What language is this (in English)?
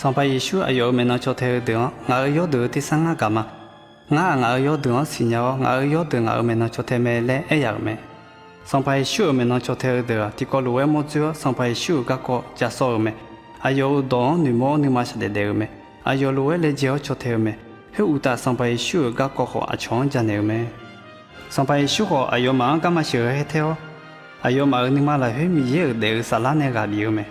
Akha